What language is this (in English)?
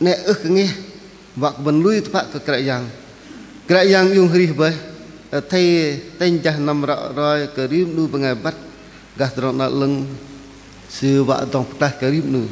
Bahnar